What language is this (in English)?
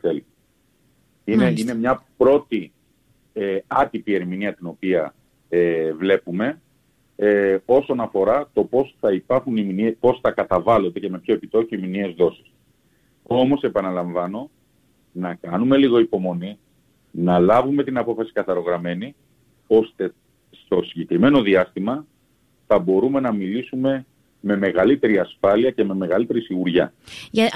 Greek